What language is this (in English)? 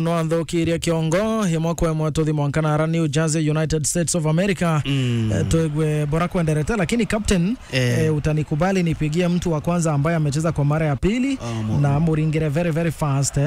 Meru